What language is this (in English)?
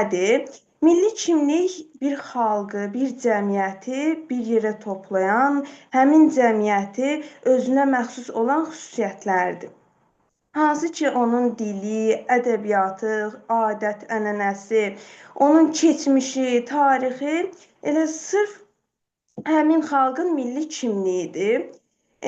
Azerbaijani